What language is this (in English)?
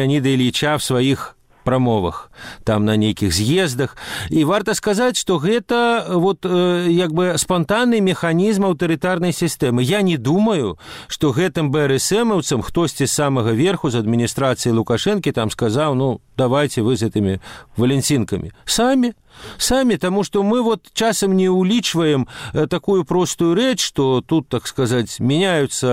Belarusian